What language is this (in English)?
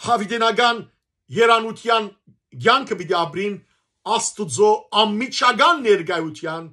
Western Armenian